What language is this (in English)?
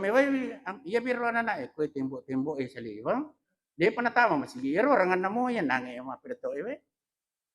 Buginese